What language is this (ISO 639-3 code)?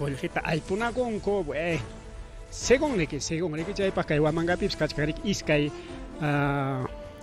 quy